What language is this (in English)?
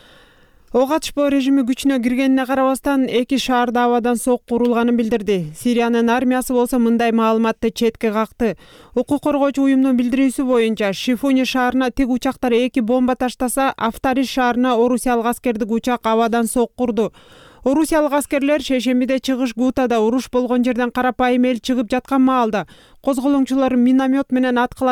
Kyrgyz